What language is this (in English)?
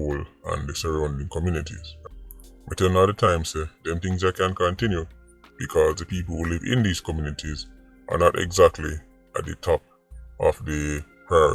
Jamaican Creole English